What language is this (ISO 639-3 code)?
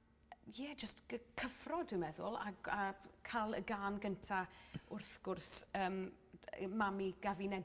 cym